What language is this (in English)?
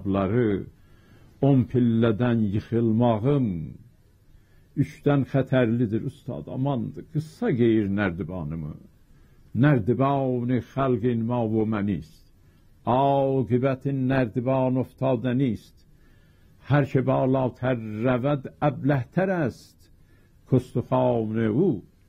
South Azerbaijani